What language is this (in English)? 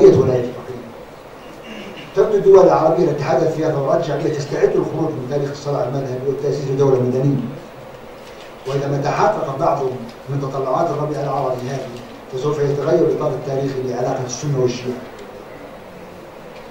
Arabic